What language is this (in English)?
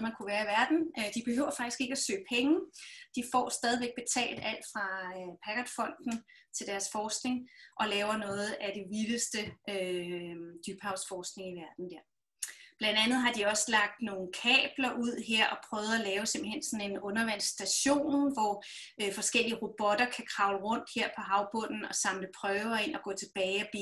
Danish